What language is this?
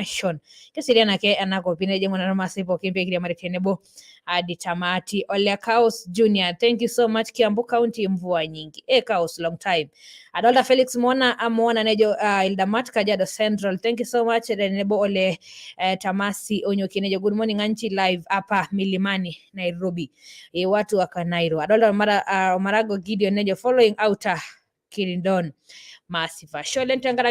Masai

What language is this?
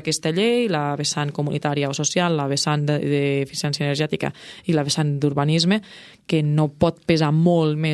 Catalan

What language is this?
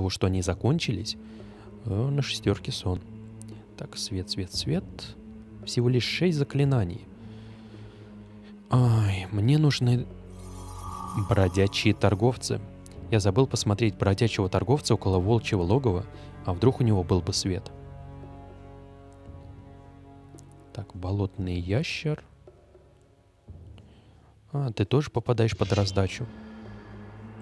Russian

